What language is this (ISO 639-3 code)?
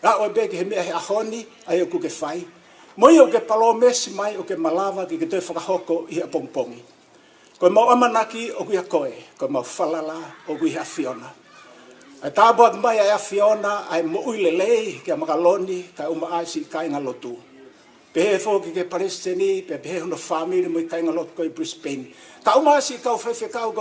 ton